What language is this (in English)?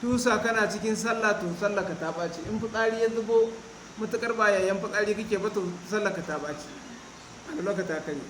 Hausa